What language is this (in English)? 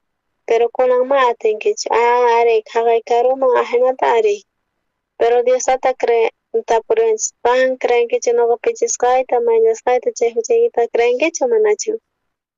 South Bolivian Quechua